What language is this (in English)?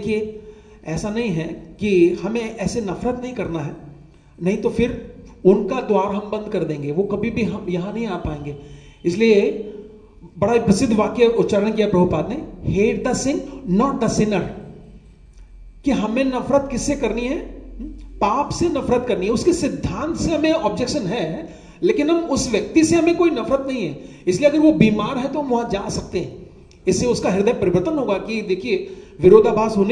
Hindi